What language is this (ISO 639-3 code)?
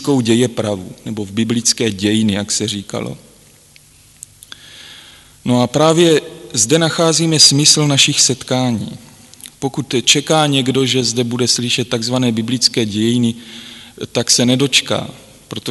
ces